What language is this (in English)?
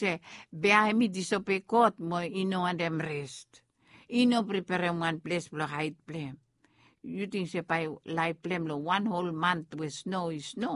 Bislama